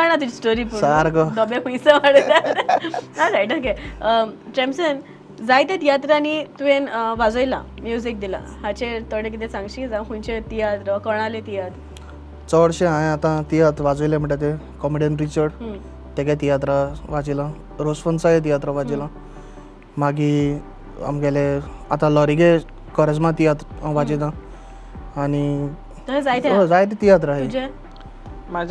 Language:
Konkani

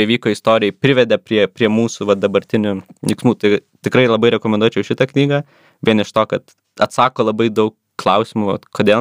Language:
Lithuanian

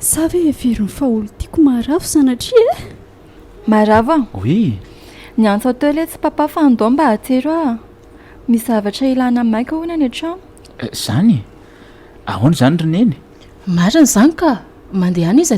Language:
Malagasy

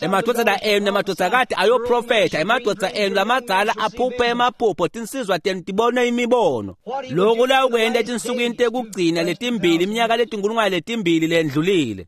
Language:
Swati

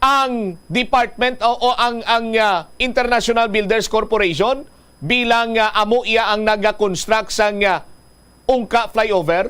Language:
Hiligaynon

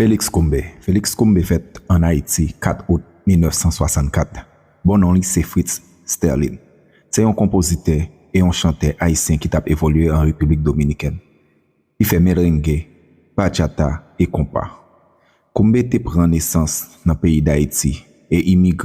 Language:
Haitian Creole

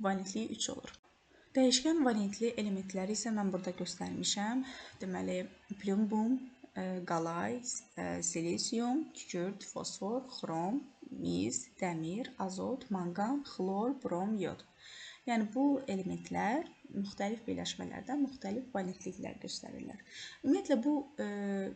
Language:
Azerbaijani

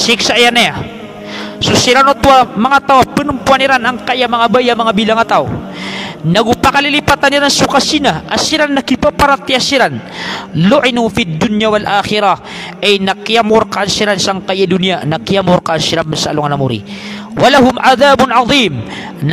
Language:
Maranao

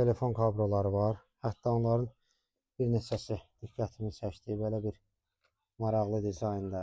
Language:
Azerbaijani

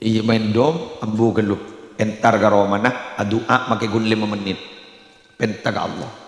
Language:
Madurese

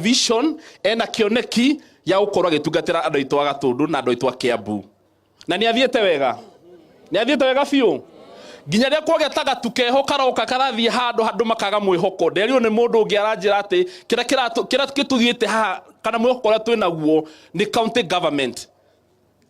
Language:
Kikuyu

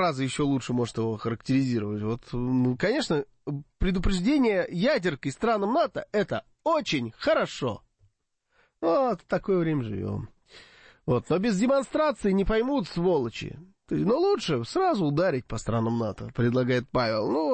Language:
Russian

